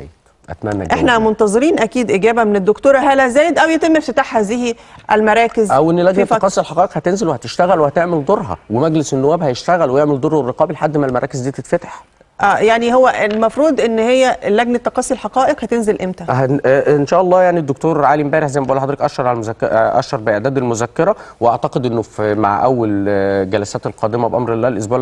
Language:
Egyptian Arabic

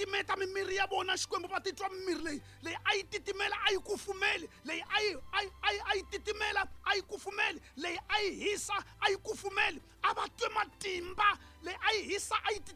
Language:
Tsonga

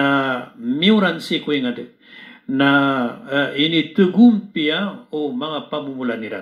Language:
Maranao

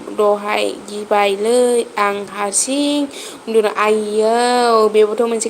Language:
Bodo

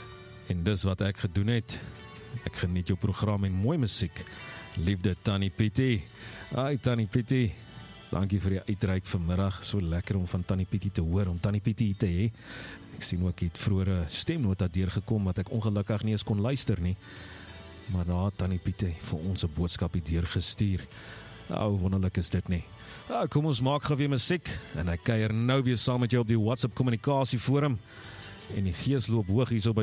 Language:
Afrikaans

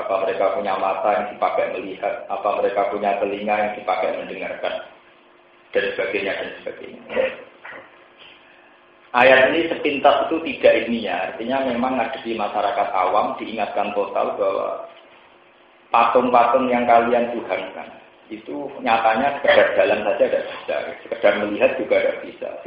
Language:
Indonesian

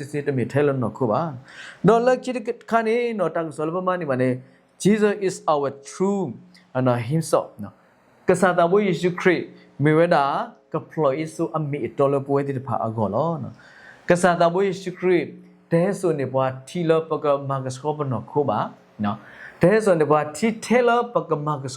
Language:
S'gaw Karen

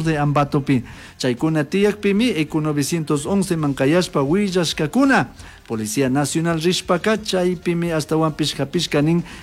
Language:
Chimborazo Highland Quichua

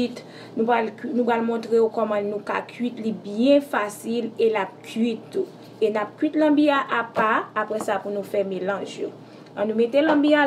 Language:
Haitian Creole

